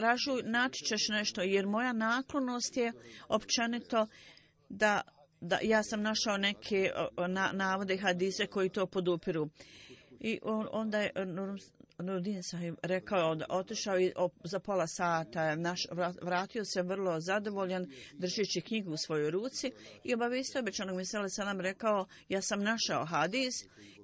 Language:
Bosnian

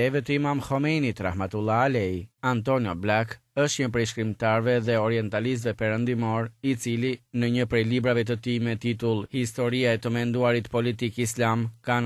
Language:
Albanian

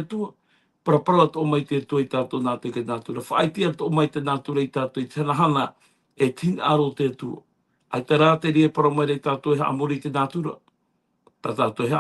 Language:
Tahitian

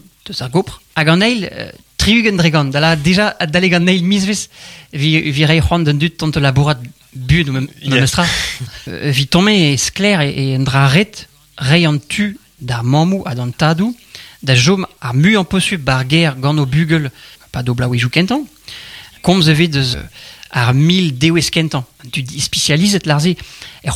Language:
Breton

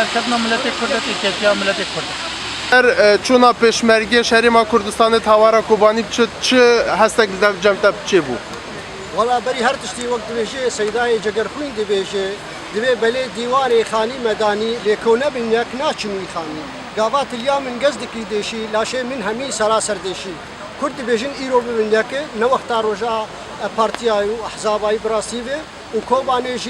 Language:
Kurdish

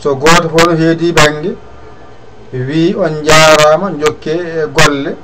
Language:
Fula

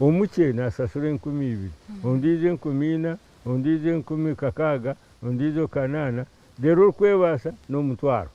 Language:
Nyankole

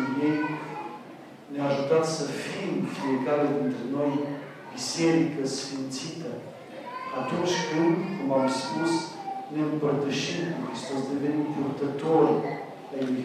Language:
Romanian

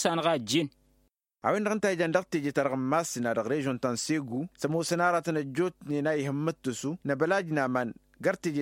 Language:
Tamasheq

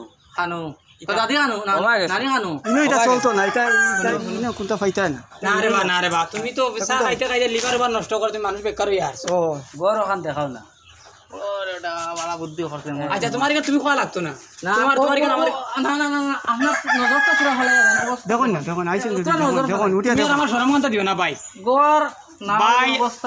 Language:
Sylheti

